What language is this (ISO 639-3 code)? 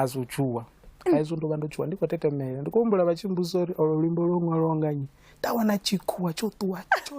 ven